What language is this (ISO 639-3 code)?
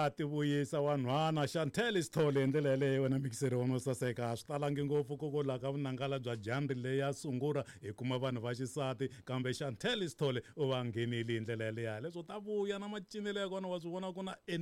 tso